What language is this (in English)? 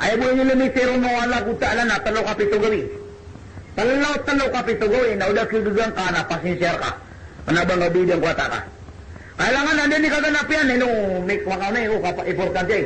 Maranao